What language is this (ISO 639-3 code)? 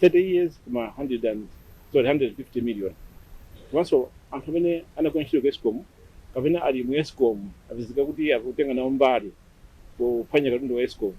nya